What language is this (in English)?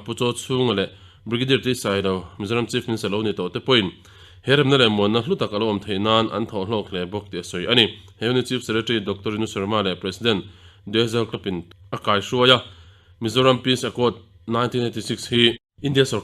Mizo